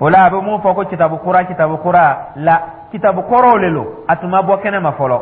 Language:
Dyula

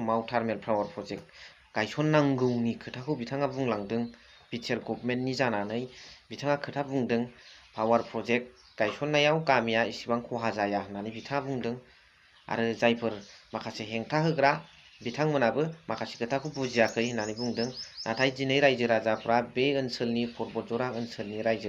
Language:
Bodo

